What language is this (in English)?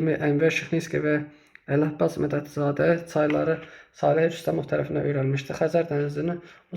Azerbaijani